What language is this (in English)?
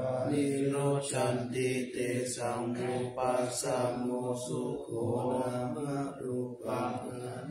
Pali